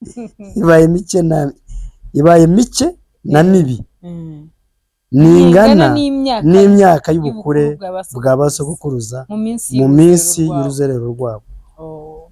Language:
Kinyarwanda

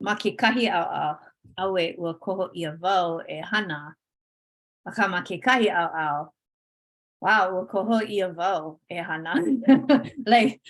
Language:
Hawaiian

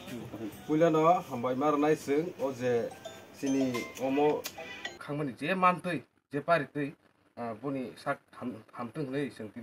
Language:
Kok Borok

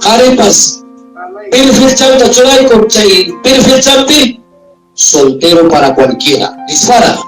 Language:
Ayacucho Quechua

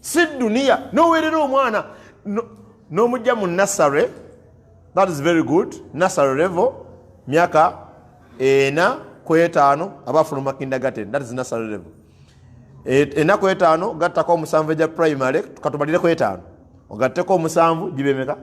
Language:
Ganda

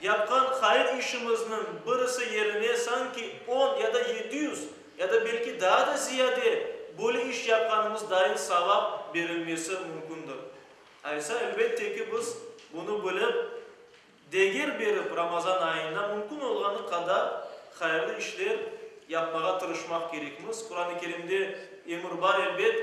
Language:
Crimean Tatar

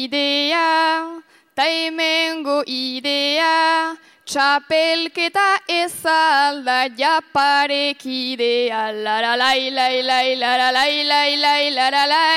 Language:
Basque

